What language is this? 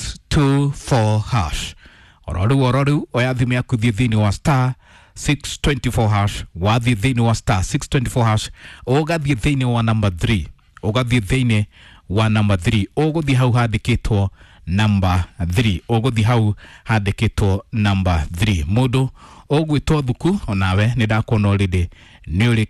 Kikuyu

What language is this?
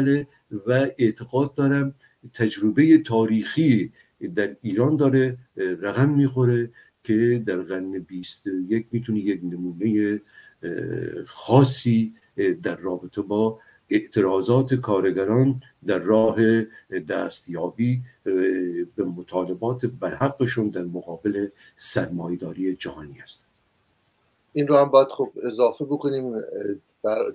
Persian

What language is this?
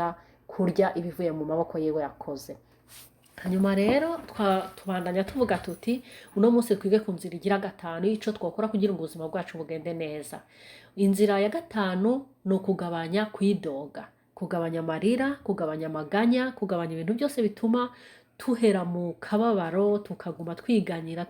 Rundi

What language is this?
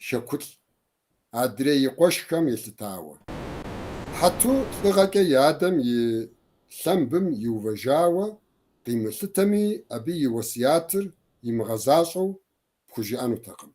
Kabardian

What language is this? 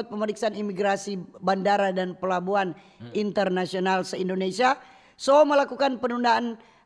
Manado Malay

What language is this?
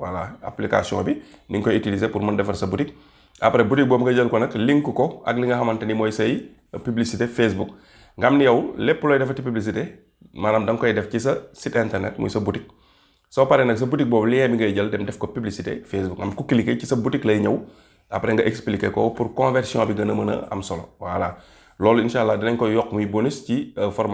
Wolof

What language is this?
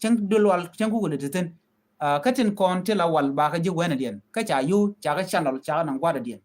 Nuer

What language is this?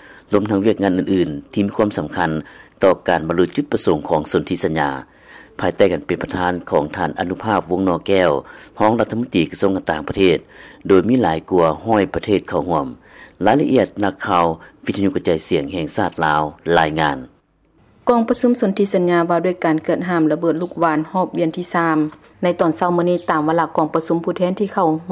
Lao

